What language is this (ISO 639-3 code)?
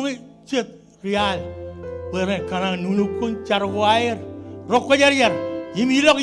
mah